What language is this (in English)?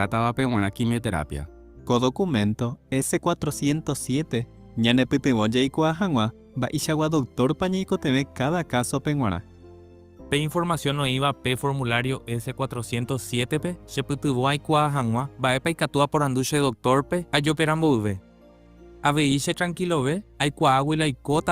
Guarani